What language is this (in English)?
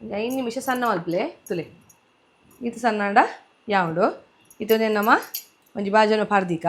Tulu